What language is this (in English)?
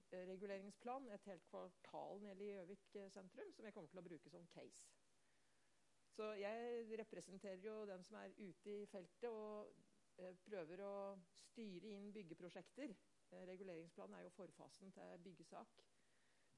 Norwegian